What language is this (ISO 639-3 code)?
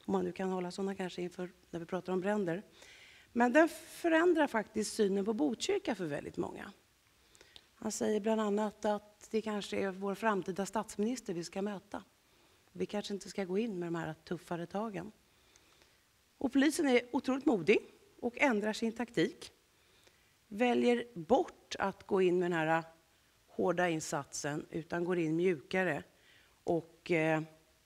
swe